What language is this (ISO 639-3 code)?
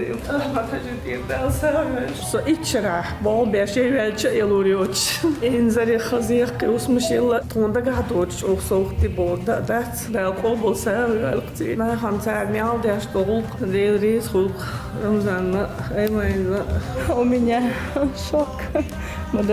che